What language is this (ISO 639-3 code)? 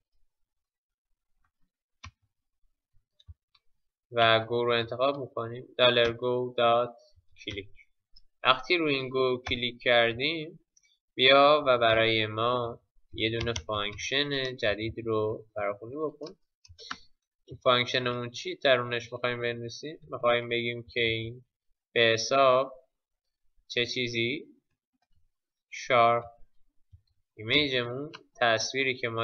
fas